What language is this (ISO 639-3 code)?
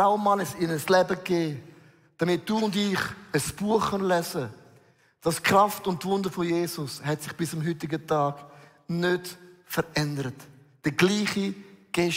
gsw